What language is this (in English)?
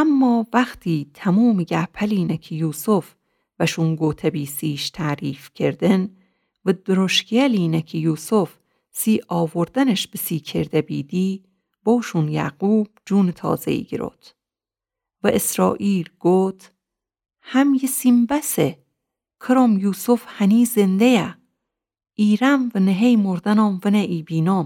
Gilaki